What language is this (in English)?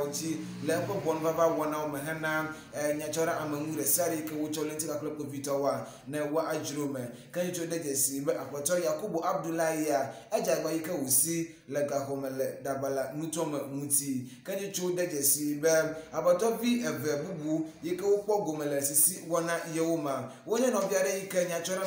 Ewe